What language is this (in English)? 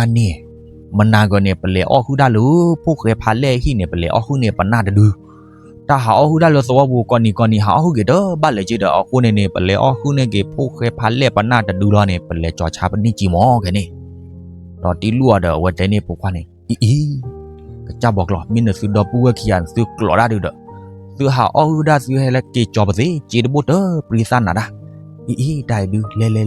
S'gaw Karen